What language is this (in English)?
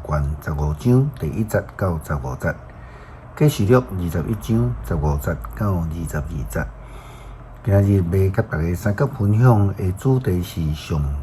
Min Nan Chinese